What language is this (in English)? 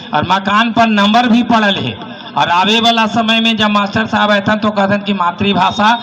Magahi